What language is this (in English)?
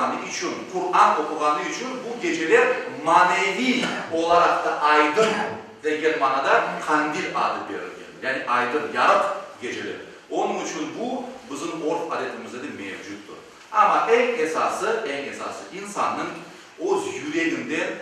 Crimean Tatar